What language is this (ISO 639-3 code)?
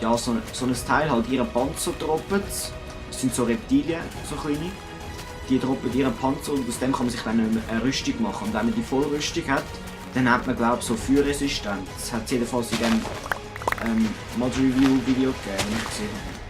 gsw